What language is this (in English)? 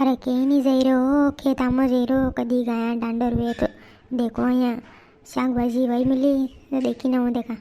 Rajasthani